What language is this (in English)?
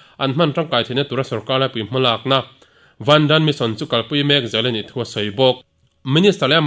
Mizo